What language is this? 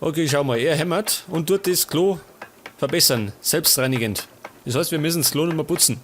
Bavarian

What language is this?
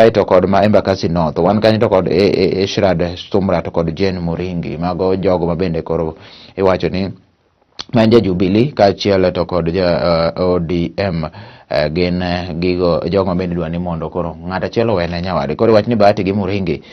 Luo (Kenya and Tanzania)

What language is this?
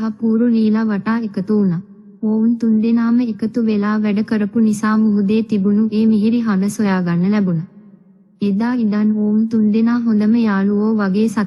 Sinhala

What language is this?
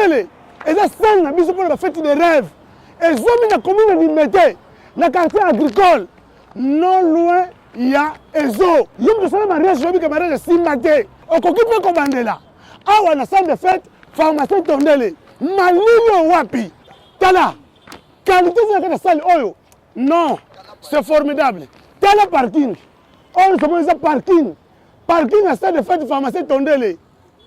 Lingala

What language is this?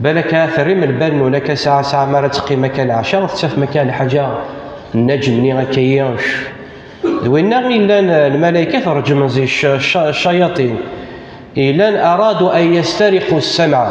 Kabyle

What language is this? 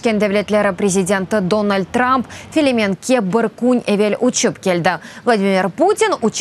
Crimean Tatar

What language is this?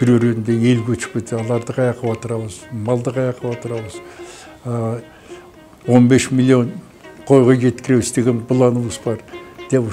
Kyrgyz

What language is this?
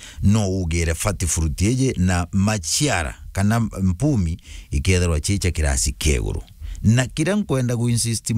Meru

